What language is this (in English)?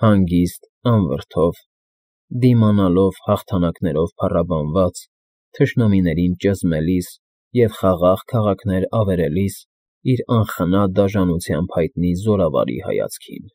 Armenian